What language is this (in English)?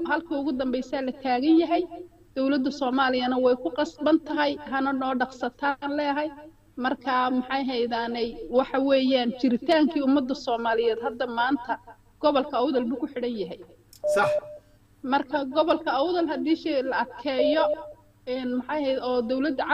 Somali